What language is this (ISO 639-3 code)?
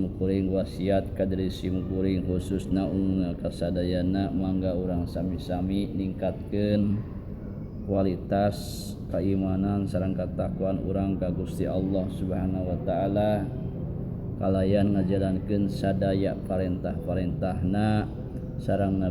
sun